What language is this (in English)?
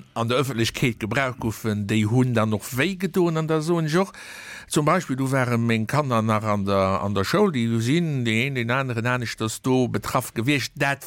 Luxembourgish